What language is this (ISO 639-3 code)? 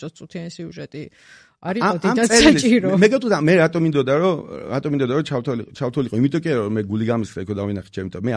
kat